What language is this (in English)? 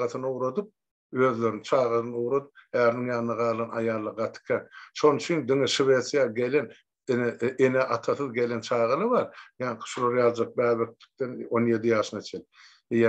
Turkmen